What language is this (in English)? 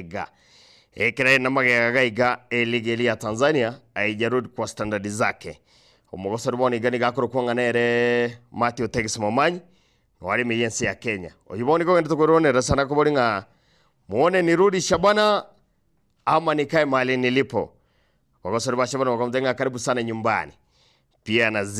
Gusii